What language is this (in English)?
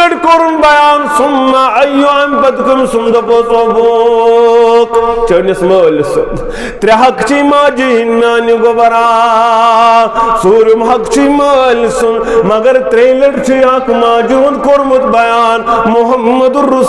Kashmiri